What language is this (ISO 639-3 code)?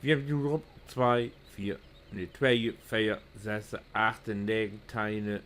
nds